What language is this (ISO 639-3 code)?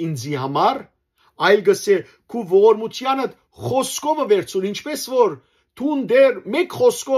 hyw